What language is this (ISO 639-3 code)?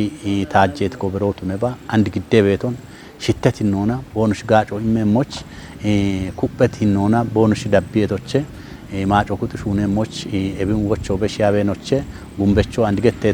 kbr